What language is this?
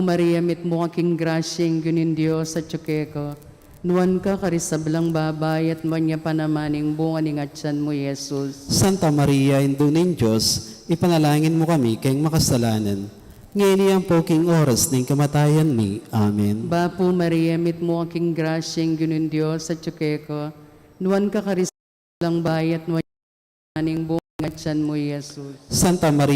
Pampanga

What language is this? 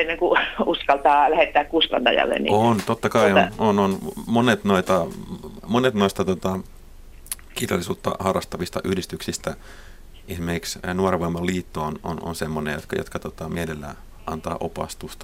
Finnish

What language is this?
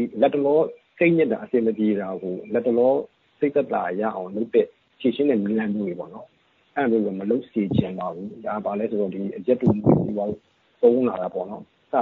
Burmese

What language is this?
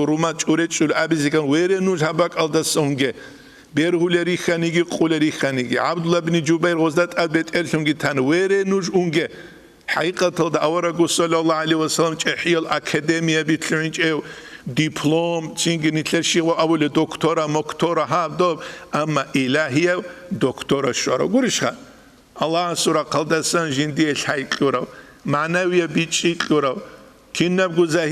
Avaric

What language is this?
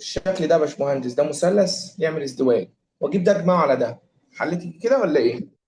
Egyptian Arabic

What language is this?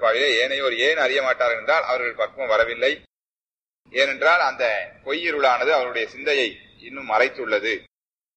Tamil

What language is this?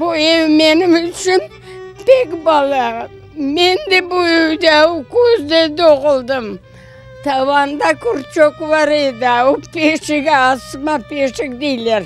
Crimean Tatar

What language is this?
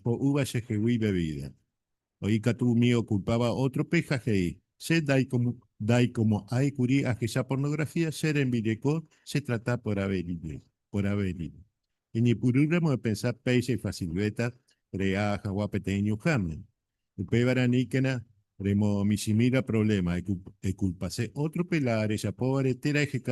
Guarani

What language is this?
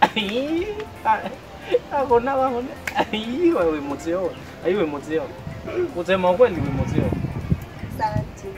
Kamba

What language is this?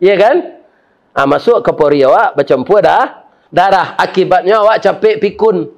Minangkabau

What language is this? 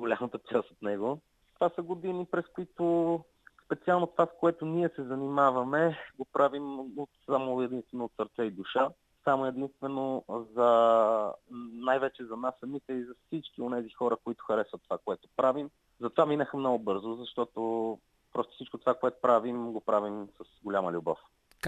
Bulgarian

